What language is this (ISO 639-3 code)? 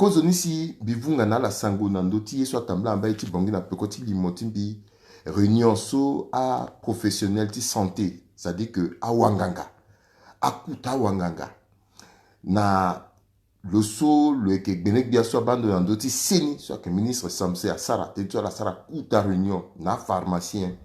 sag